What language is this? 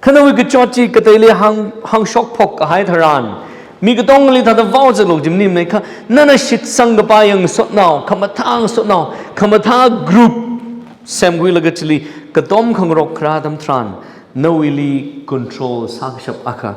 Tangkhul Naga (India)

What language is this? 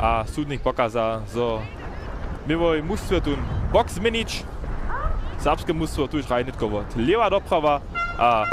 Upper Sorbian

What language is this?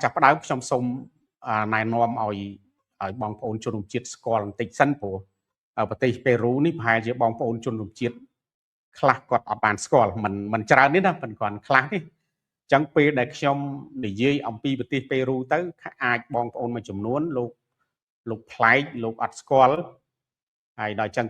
Khmer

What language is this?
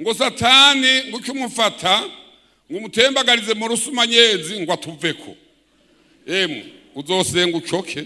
Rundi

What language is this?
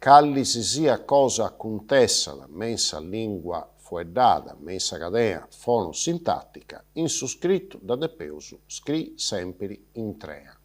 Sardinian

